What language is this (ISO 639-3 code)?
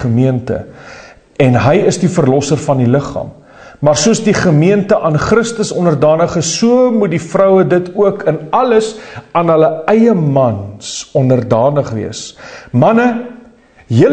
afr